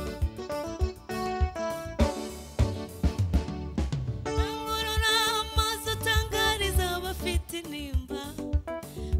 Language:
Kinyarwanda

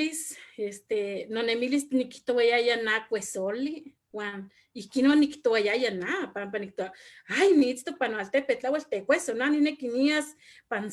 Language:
Eastern Huasteca Nahuatl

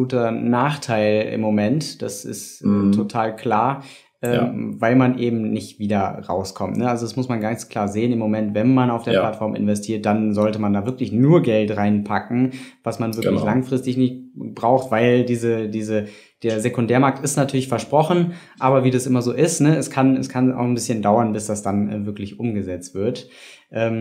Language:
German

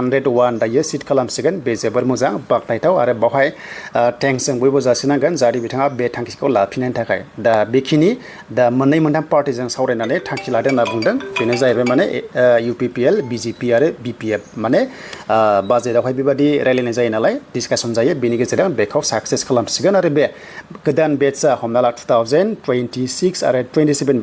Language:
Bodo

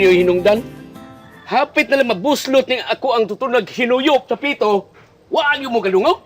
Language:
Cebuano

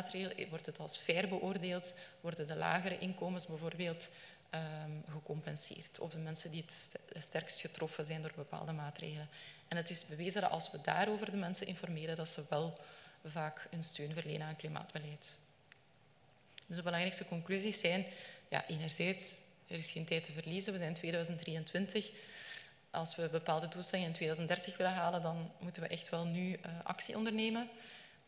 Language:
Dutch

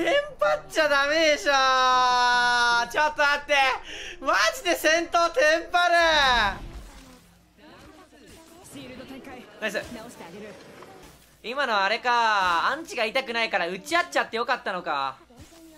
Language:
Japanese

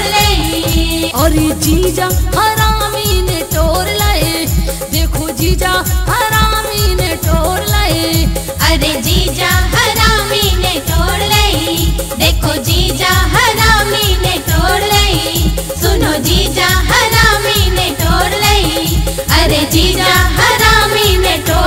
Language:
Bundeli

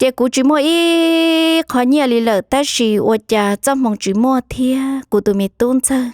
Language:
Hmong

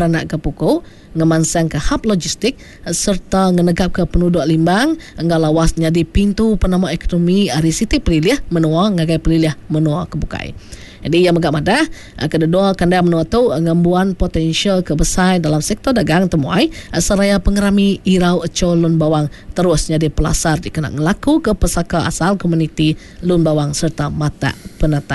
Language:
Iban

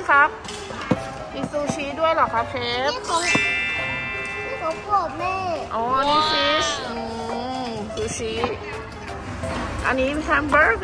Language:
Thai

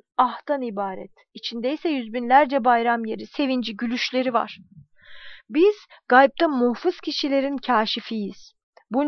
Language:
Turkish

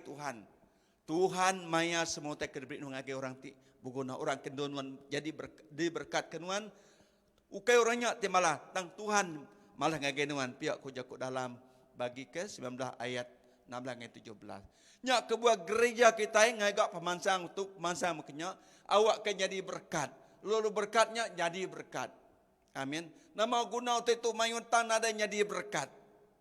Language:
Iban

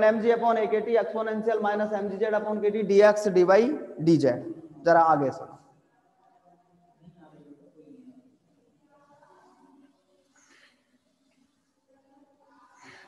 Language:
Hindi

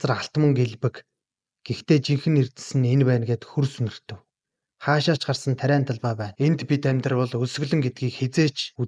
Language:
Mongolian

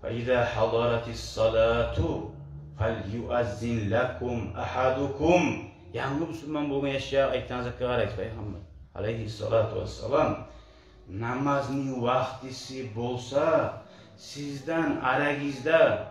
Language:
Kumyk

